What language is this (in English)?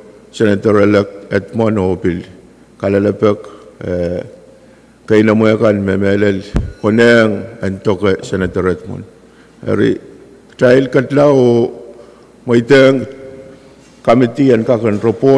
Pohnpeian